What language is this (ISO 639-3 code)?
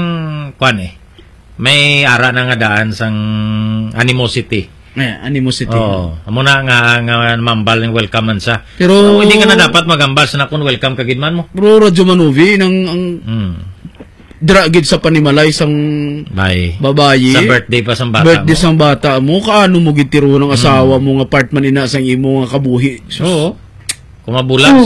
hil